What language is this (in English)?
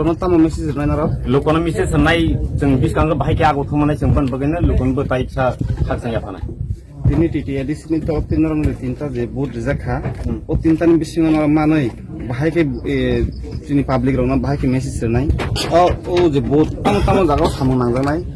Riang (India)